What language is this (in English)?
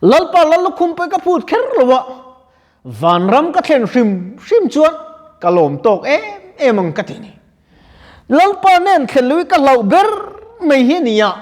Mizo